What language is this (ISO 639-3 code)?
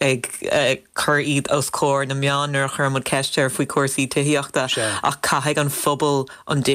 gle